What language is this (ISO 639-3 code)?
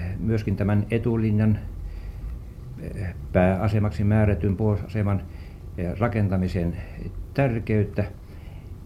fin